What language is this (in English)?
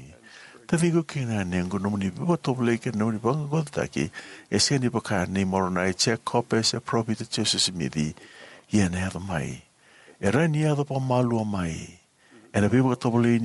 Fijian